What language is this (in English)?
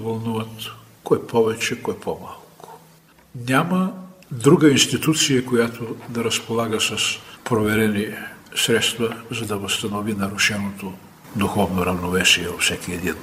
Bulgarian